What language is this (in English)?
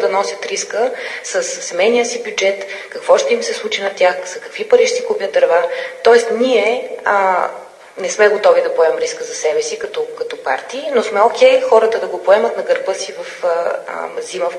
Bulgarian